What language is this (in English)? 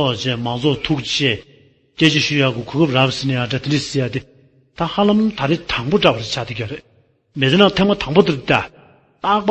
Tibetan